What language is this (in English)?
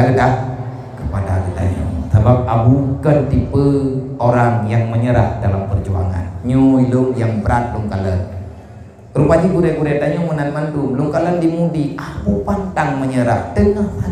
Achinese